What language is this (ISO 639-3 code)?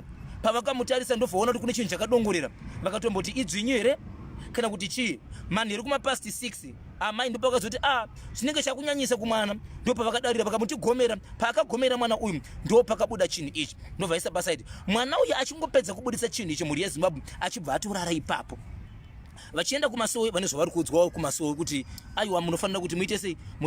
sna